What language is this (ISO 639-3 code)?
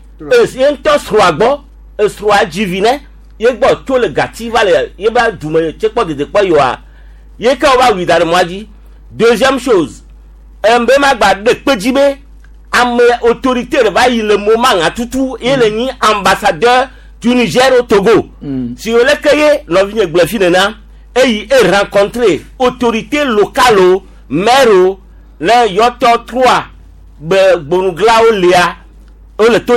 gej